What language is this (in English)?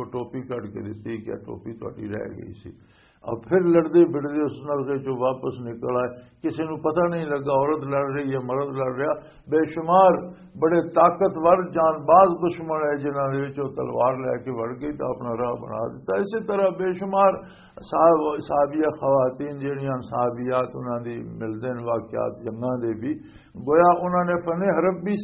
Western Panjabi